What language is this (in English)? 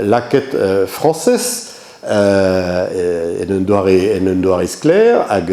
Breton